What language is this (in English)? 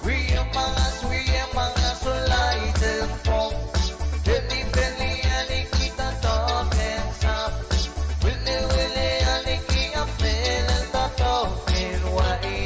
Pohnpeian